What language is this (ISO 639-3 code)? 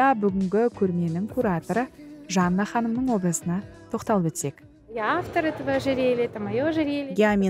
kaz